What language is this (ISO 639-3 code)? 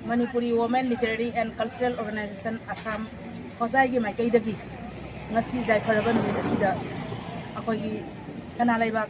mni